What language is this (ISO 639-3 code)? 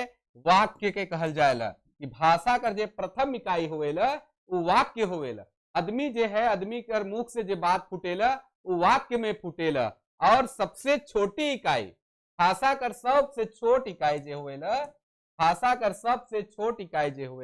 sck